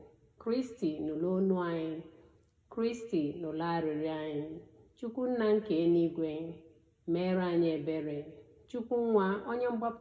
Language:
Igbo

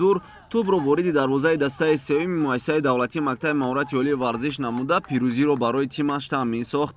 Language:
Tajik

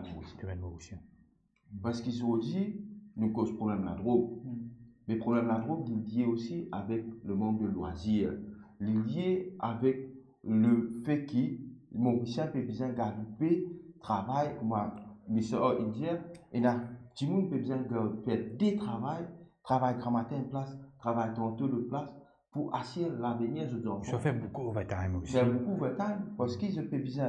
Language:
Morisyen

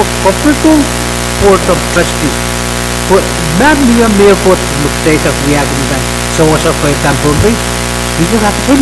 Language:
Pohnpeian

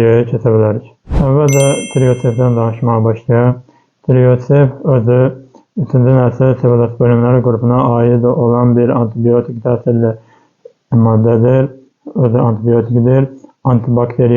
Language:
Azerbaijani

